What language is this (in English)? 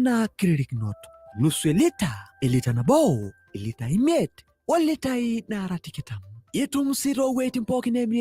Masai